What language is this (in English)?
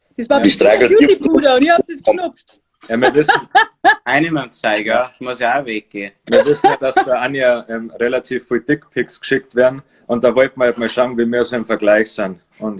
Bavarian